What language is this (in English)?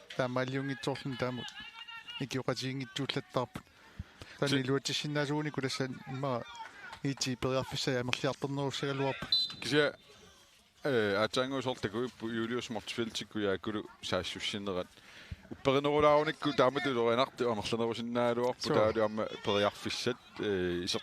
Kalaallisut